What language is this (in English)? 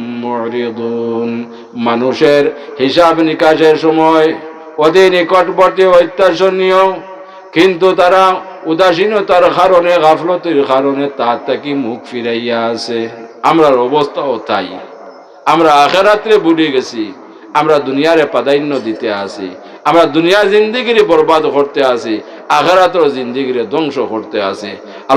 Sylheti